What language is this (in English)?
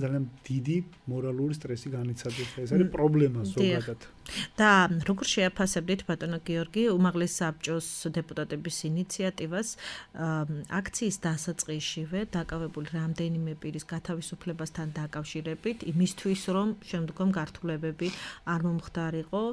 Georgian